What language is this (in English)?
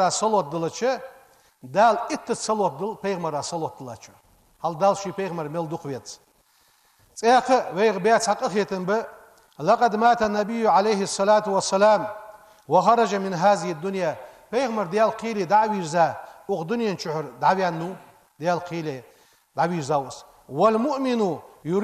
Ingush